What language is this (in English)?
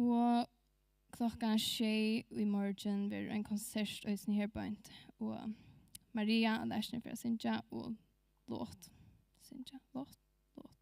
Faroese